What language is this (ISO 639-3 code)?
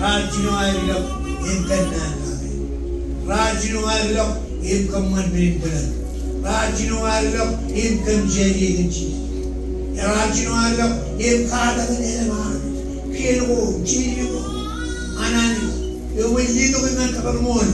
mah